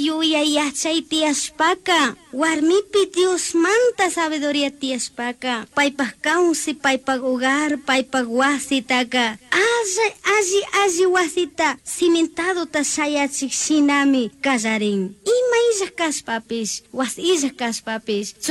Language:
Chimborazo Highland Quichua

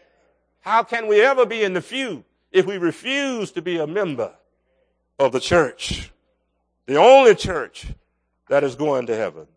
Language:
English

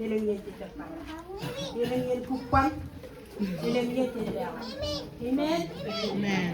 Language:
Marshallese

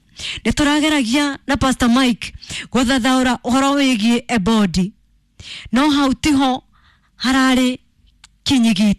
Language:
Kikuyu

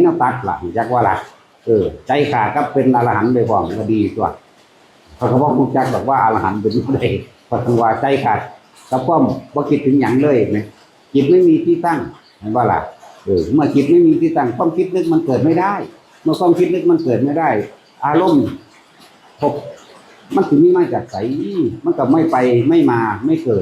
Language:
Northeastern Thai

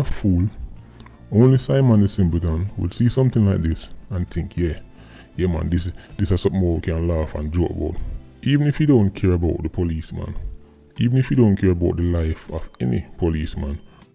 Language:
Jamaican Creole English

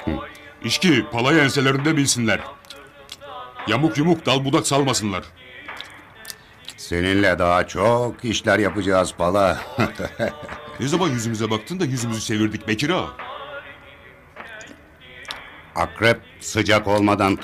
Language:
Turkish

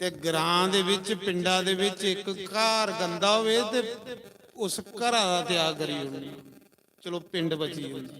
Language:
Dogri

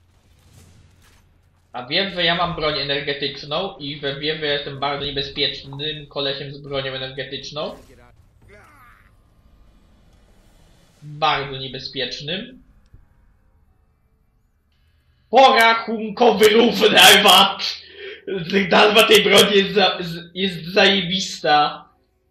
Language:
Polish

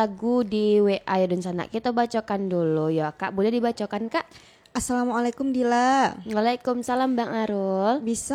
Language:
Minangkabau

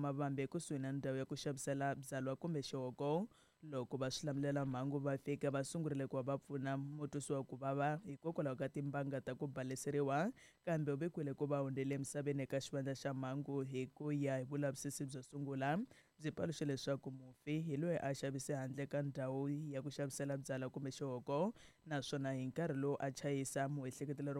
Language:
Tsonga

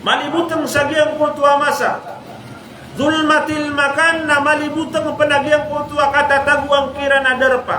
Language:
Maranao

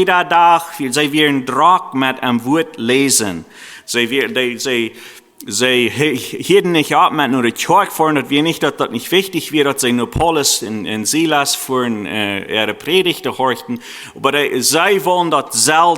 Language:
Plautdietsch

